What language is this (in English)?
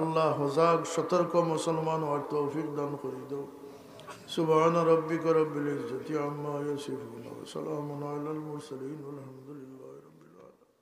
Sylheti